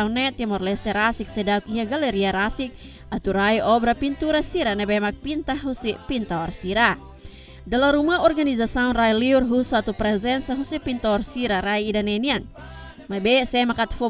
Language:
Tetum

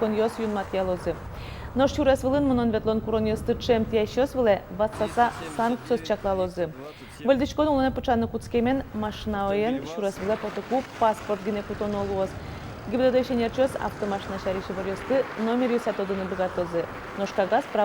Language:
Udmurt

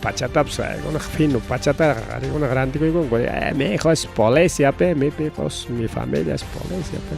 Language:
Ayacucho Quechua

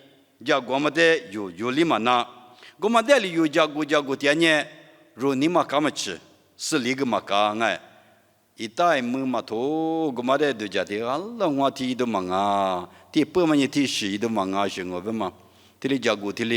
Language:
Lisu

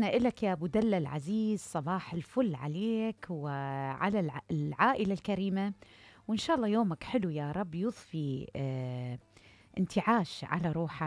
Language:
Mesopotamian Arabic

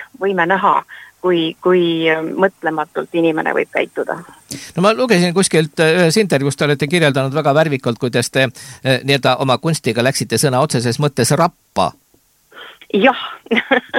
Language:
Estonian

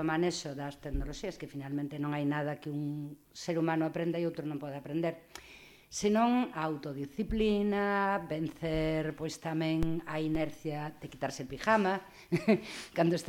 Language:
Galician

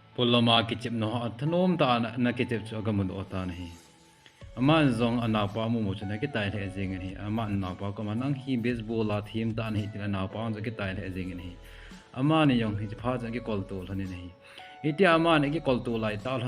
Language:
Thado Chin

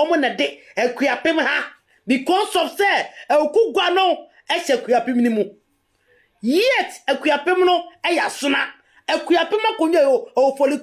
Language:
Akan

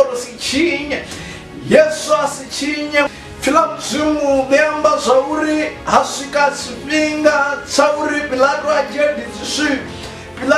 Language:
Venda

